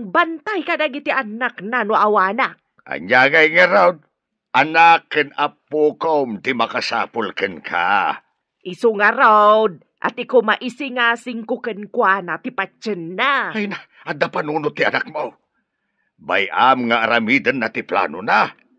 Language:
Iloko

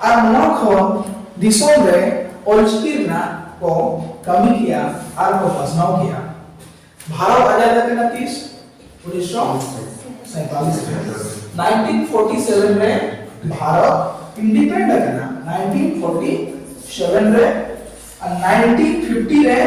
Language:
Santali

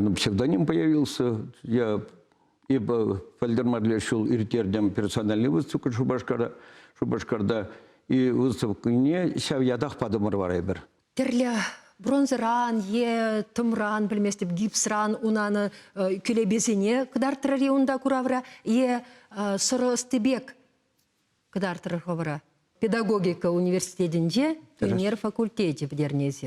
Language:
Chuvash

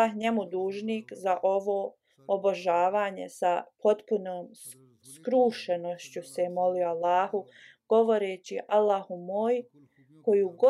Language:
Bosnian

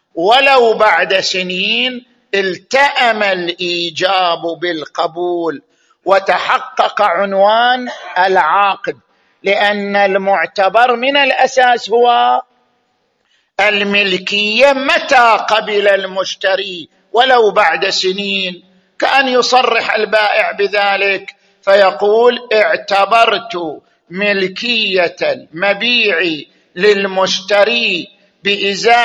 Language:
Arabic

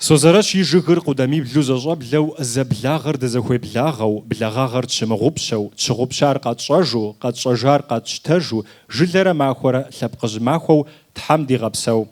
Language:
Kabardian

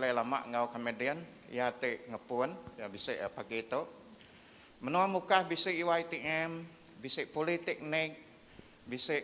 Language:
Iban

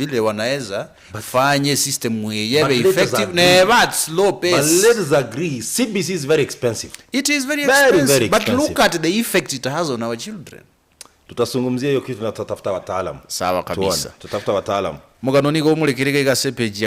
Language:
Gusii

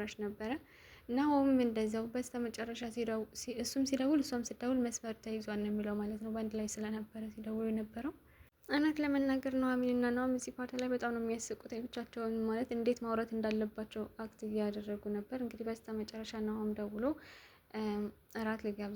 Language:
Amharic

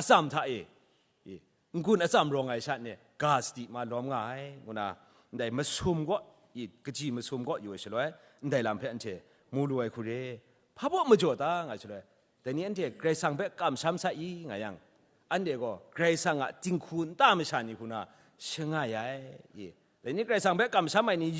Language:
Kachin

